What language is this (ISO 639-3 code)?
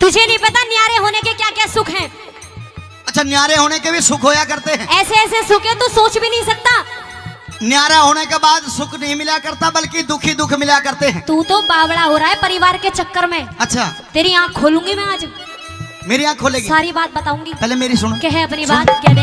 bgc